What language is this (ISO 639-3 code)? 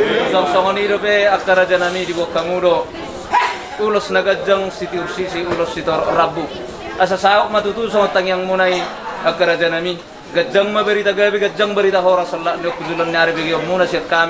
bbc